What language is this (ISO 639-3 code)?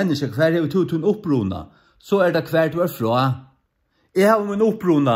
fao